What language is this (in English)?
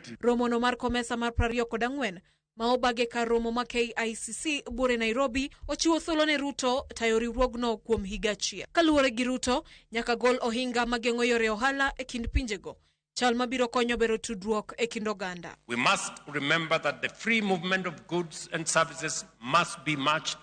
Luo (Kenya and Tanzania)